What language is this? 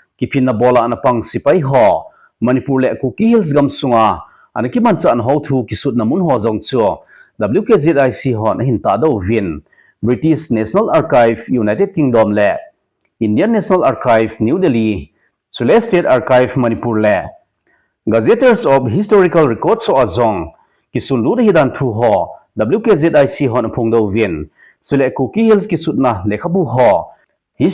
Thado Chin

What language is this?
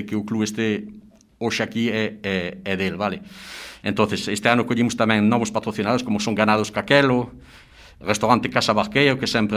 Galician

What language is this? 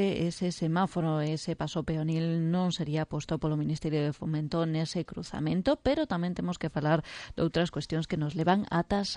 Galician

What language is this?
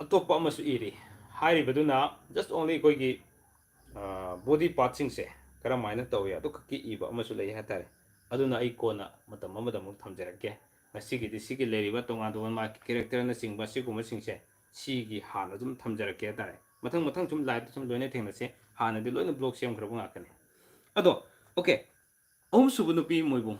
Manipuri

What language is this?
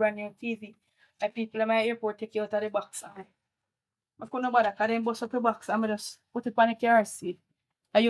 Jamaican Creole English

